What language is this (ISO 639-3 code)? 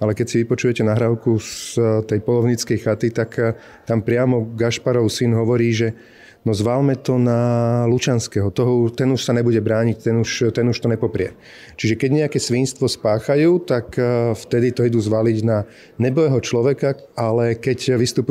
slk